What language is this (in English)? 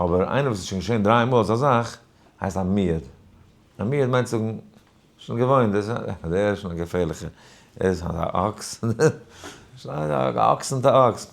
Yiddish